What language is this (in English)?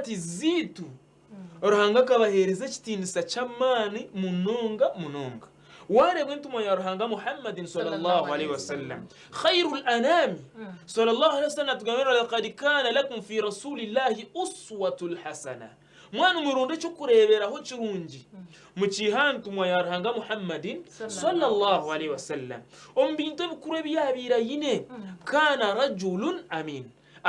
Nyankole